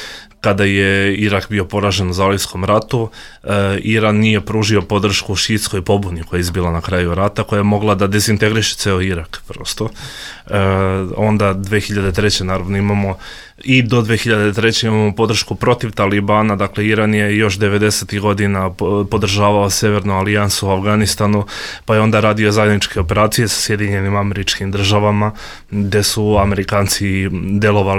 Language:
Bosnian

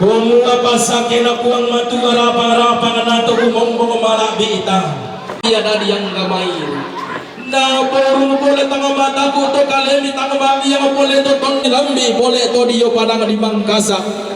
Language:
Toraja-Sa'dan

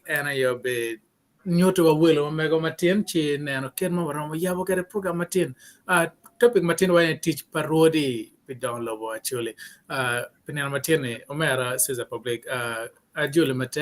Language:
Acoli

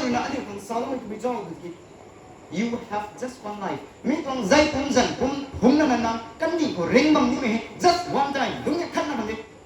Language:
Rongmei Naga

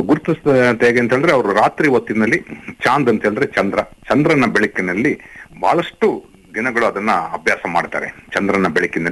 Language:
Kannada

